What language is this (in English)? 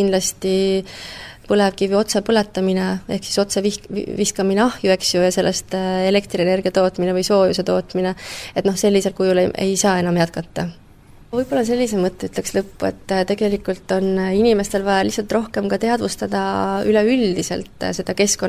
Estonian